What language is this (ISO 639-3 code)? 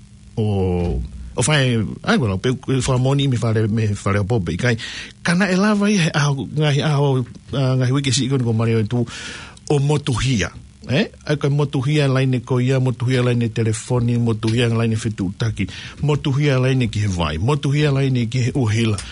ton